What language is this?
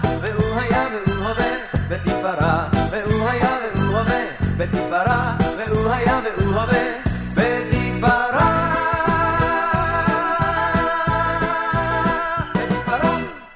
Hebrew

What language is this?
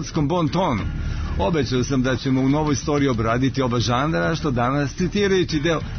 Serbian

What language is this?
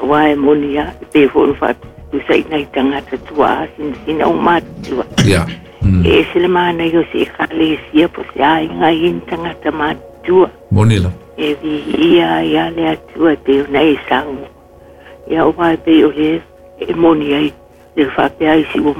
Samoan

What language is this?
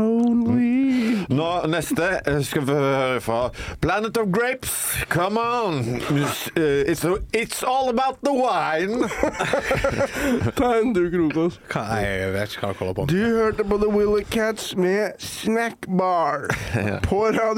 Norwegian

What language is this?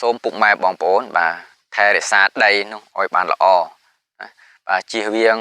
Khmer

